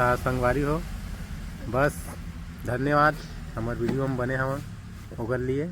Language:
Chhattisgarhi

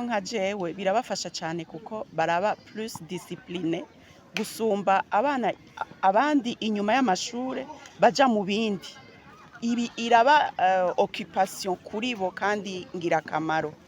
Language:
Rundi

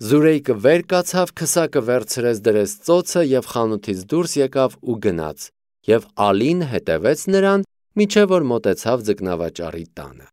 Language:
Armenian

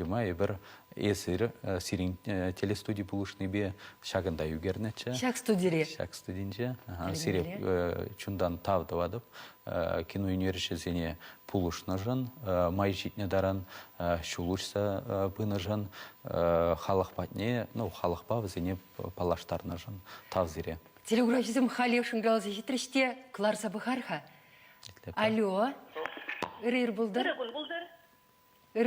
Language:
Chuvash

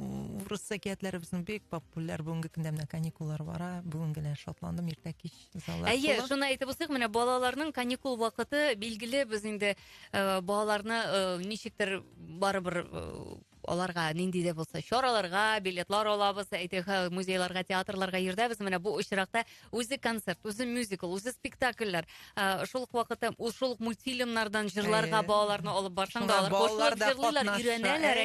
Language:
Tatar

